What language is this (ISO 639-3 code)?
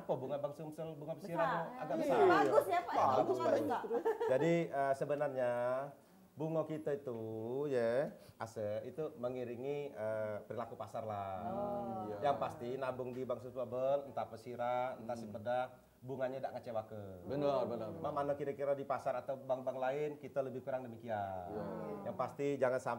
mui